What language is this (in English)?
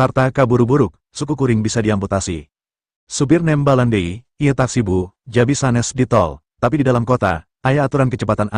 Sundanese